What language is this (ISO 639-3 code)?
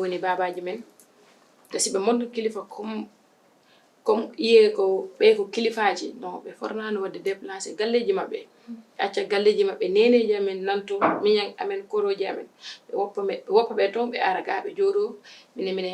ful